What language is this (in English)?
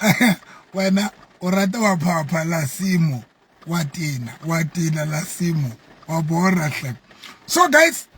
Southern Sotho